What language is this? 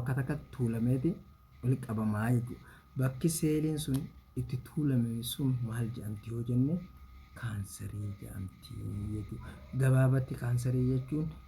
Oromo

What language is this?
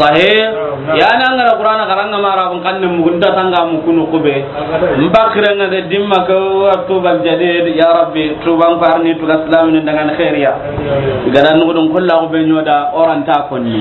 Soninke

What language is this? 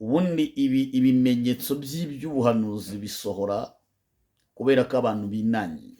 Kinyarwanda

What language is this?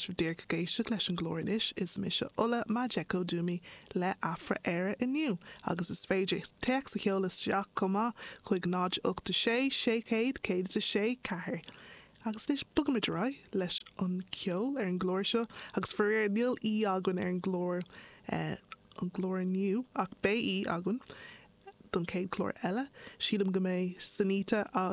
Irish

